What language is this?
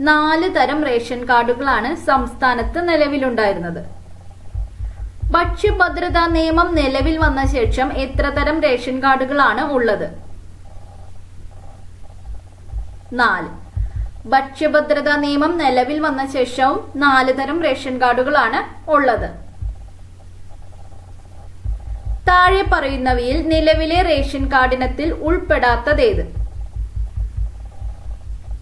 Malayalam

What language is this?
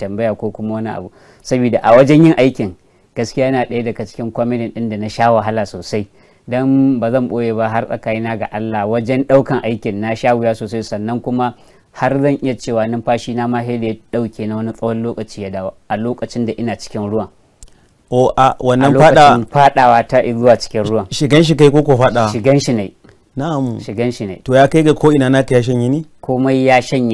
Hausa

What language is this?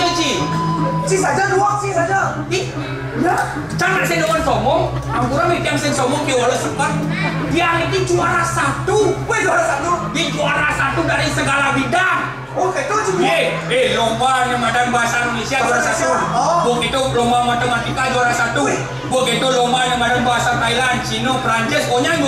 Balinese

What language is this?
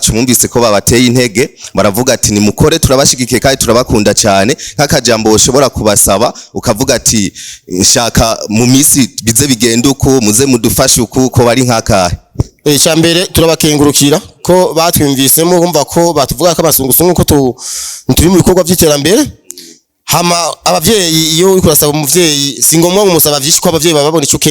Rundi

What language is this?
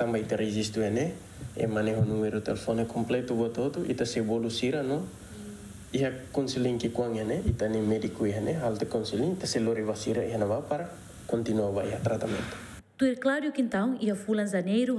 Tetum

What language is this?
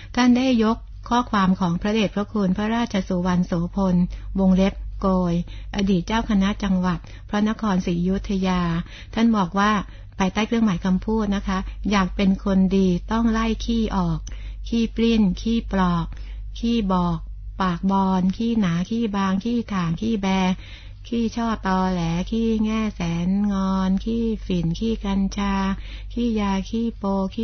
Thai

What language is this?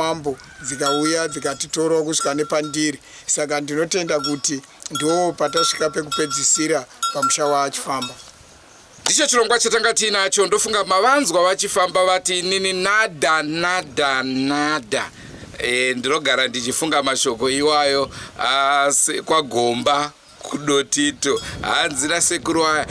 Shona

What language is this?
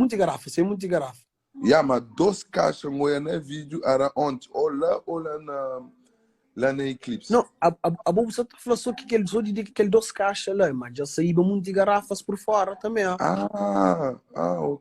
Kabuverdianu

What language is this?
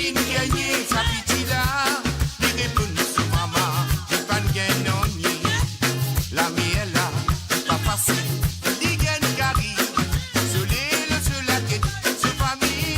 Morisyen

